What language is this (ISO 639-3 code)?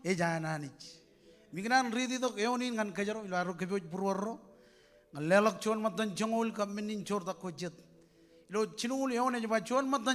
mah